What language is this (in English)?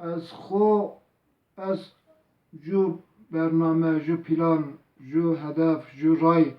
Zaza